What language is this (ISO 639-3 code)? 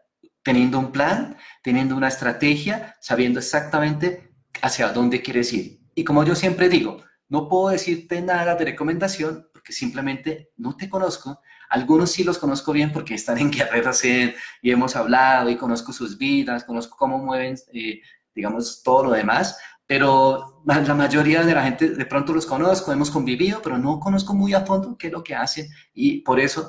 spa